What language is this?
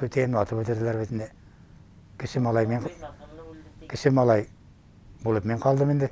Bashkir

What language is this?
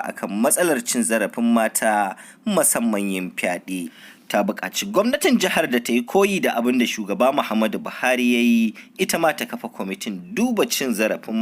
Hausa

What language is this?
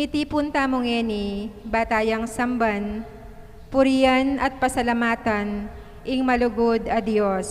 Pampanga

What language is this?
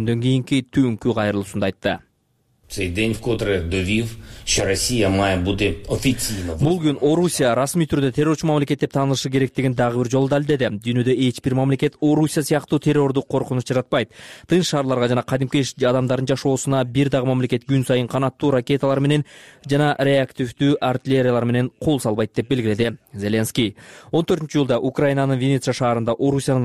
Kyrgyz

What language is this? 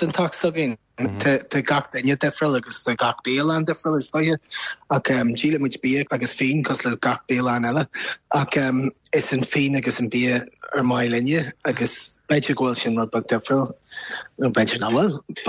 Irish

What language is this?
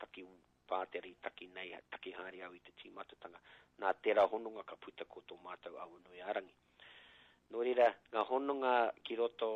Māori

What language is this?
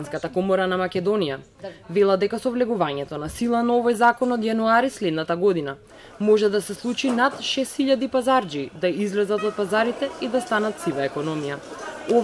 Macedonian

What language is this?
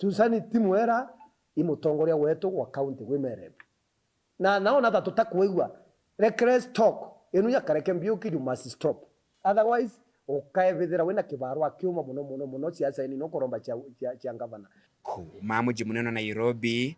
Meru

